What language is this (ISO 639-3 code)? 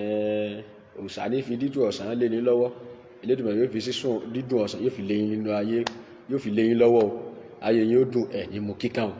yor